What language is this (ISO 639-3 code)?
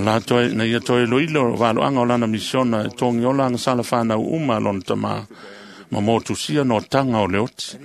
smo